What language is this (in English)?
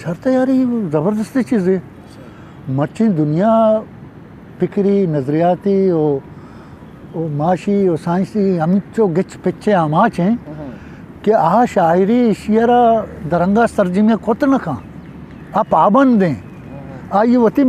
Eastern Balochi